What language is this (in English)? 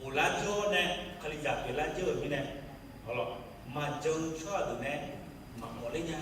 Akha